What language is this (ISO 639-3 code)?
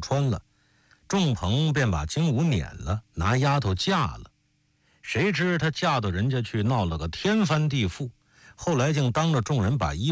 zho